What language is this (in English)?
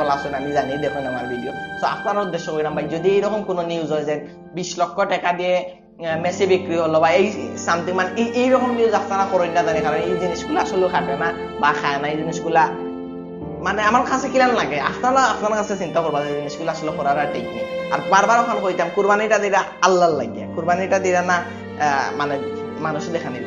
Sylheti